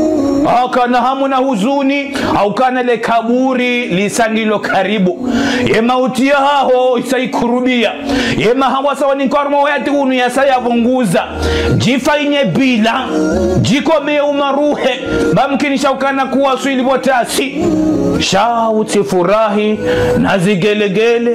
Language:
Ngazidja Comorian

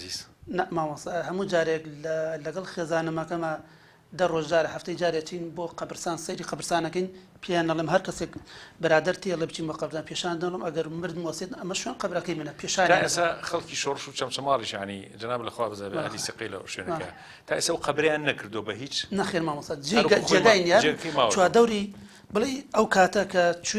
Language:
Central Kurdish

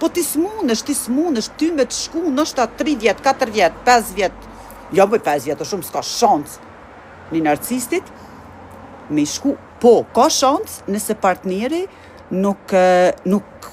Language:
Albanian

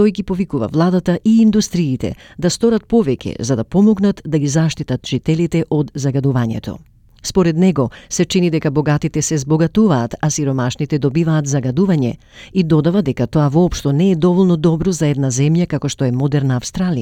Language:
Macedonian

